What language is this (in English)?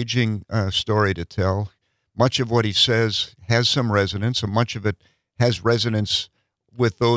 English